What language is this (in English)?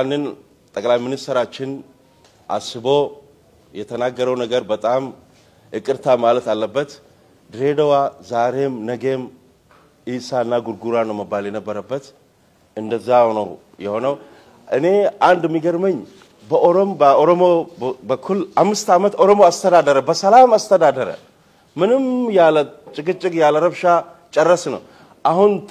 Amharic